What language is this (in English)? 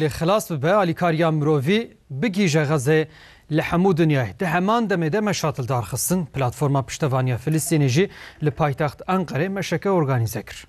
Kurdish